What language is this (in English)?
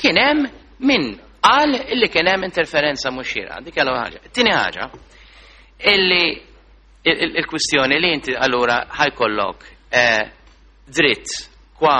Maltese